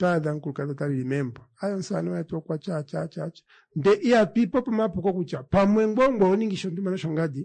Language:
Kuanyama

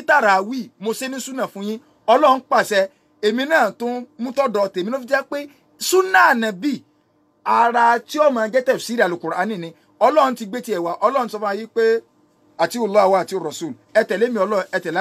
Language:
Yoruba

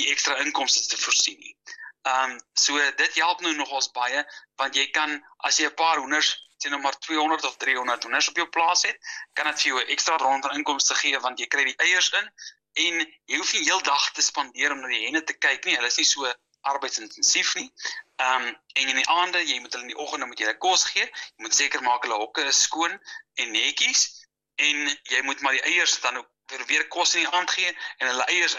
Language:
Afrikaans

